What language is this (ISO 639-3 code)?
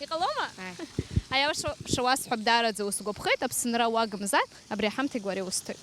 abk